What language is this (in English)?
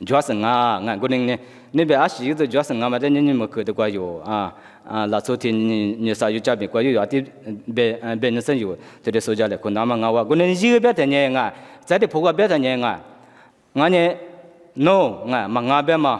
Lisu